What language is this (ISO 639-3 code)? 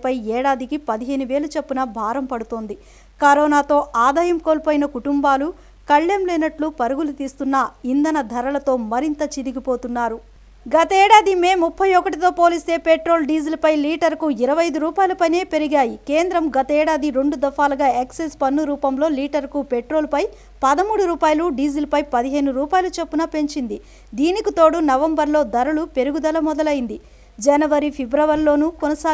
tel